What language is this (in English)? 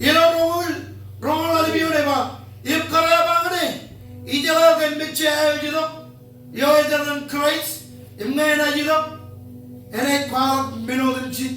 Marshallese